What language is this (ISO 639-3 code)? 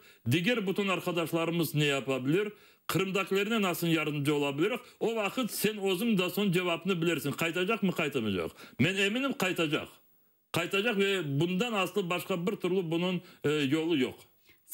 crh